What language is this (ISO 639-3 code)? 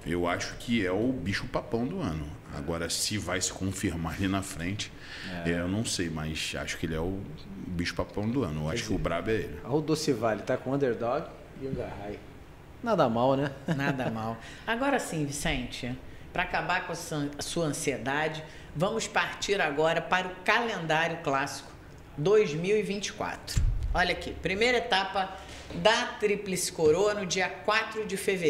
por